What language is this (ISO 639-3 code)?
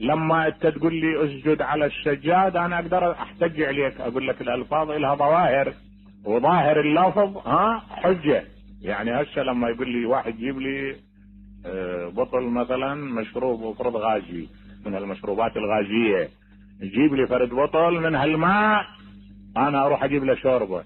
acm